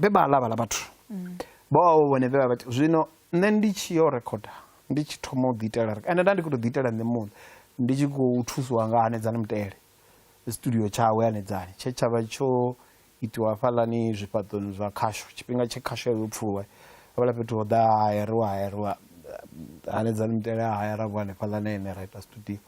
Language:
Venda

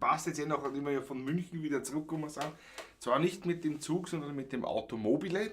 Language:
Bavarian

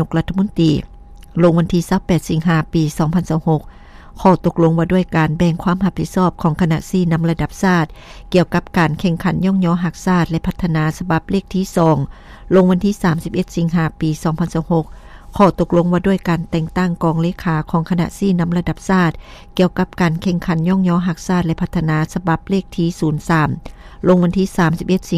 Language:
Lao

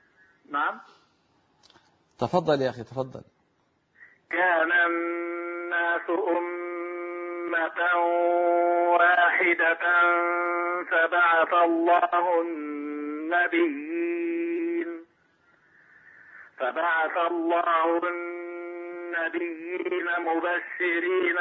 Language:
Arabic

